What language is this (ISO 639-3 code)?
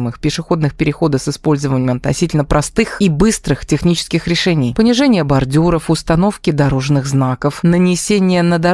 rus